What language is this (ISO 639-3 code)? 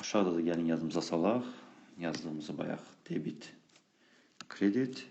aze